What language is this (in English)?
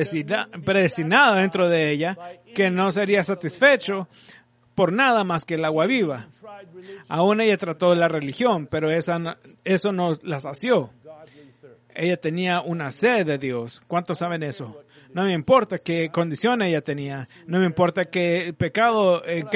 Spanish